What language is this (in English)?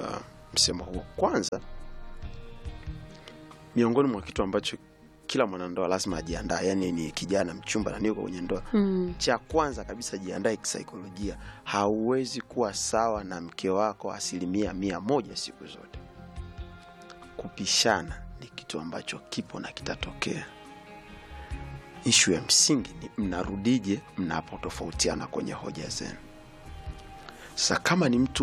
Swahili